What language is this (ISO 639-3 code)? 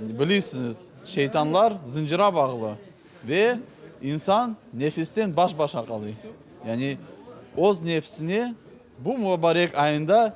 crh